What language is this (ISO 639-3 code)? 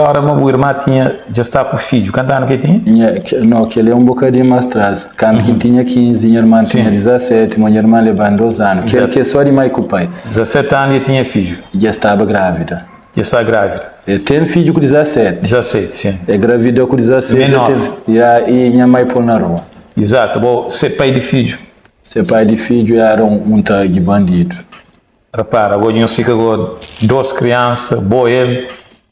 kea